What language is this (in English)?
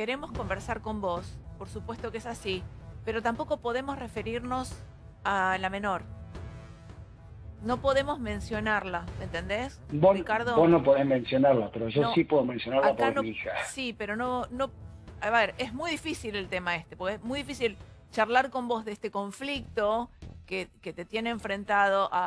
Spanish